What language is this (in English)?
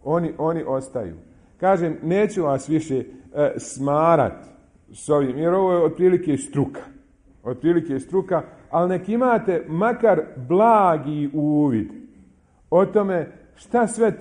Bosnian